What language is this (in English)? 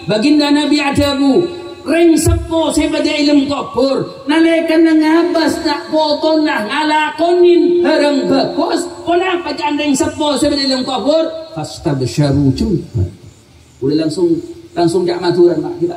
Madurese